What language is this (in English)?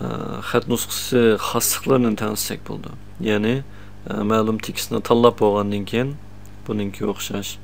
Uyghur